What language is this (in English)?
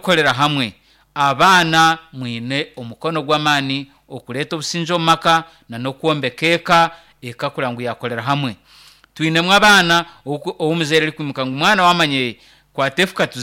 Nyankole